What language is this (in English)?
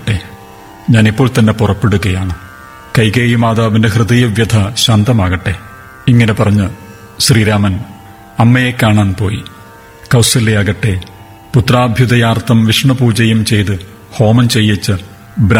Malayalam